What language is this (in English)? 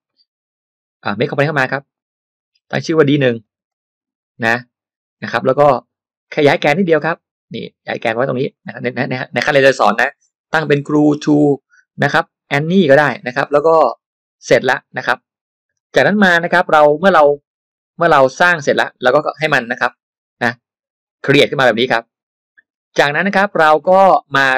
Thai